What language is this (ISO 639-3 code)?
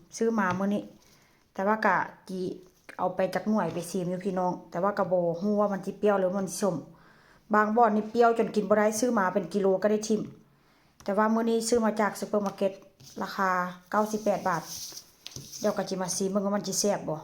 tts